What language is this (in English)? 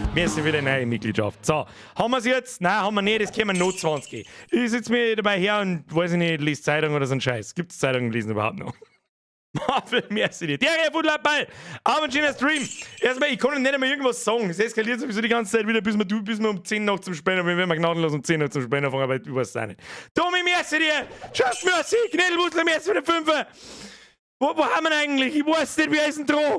Bavarian